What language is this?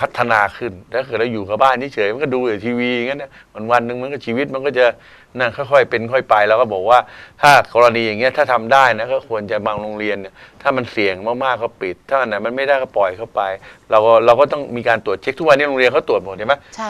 Thai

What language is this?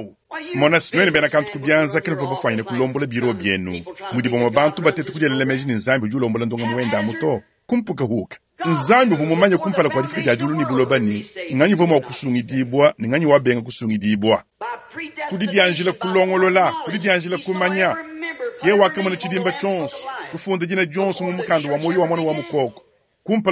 Luba-Lulua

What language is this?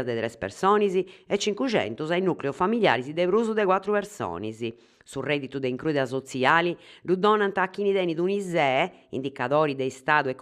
Sardinian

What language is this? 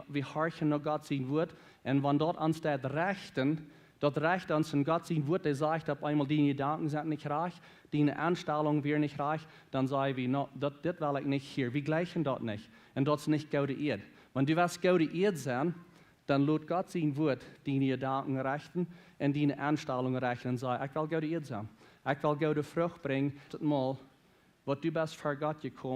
Plautdietsch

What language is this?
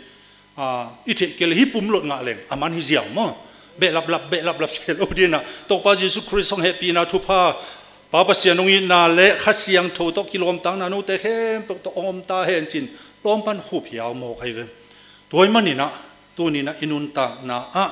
Tedim Chin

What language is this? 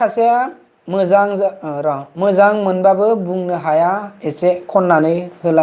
Bodo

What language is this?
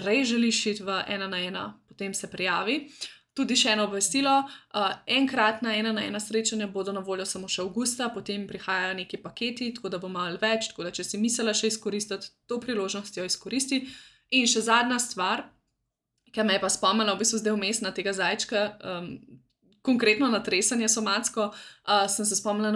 Slovenian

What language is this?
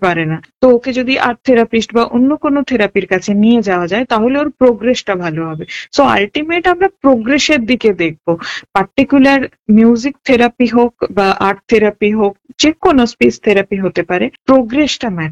Bangla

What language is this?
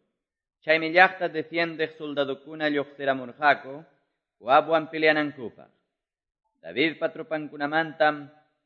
Quechua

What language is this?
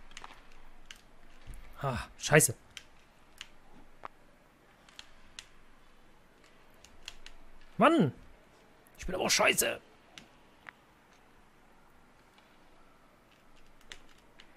German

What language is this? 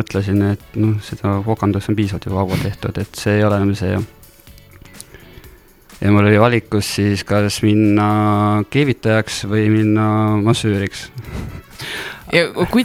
Estonian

